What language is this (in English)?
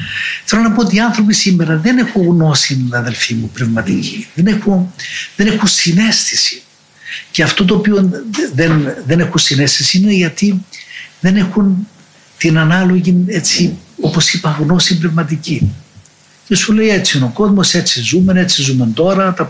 Greek